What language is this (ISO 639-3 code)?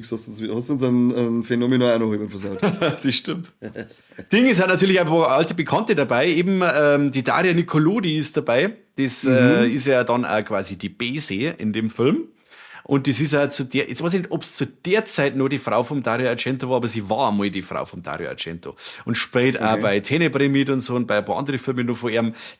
bar